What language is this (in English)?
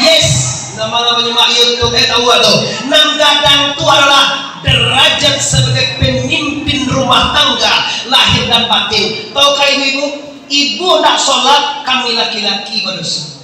Minangkabau